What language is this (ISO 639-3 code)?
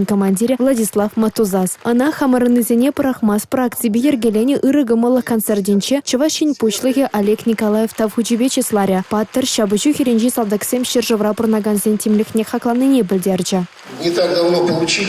chv